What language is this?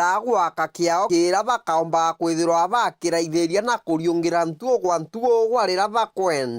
Meru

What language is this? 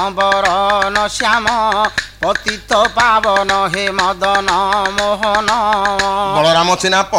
Odia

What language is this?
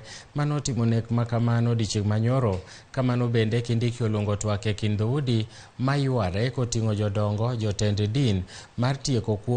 Luo (Kenya and Tanzania)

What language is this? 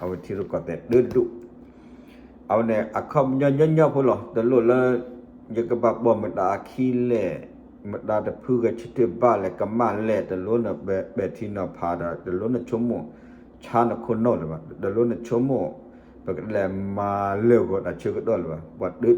S'gaw Karen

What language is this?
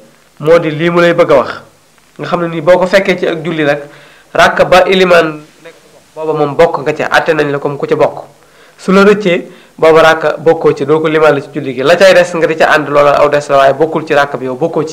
Wolof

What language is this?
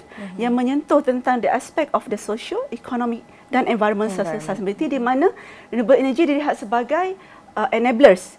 Malay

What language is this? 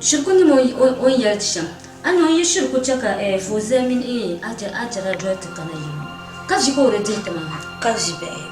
Dagbani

